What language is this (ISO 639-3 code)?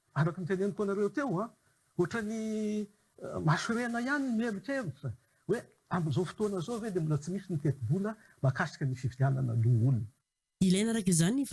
mlg